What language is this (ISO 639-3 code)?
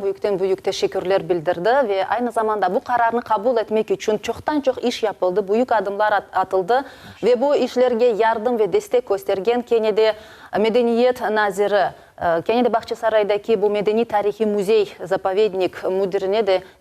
crh